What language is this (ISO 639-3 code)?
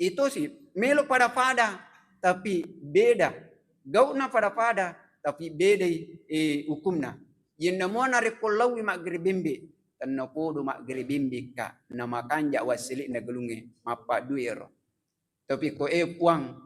bug